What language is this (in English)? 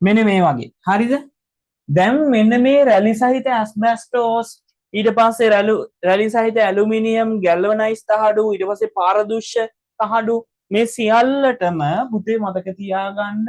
Sinhala